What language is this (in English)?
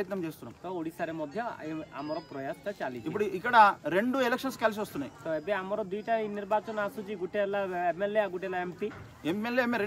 Telugu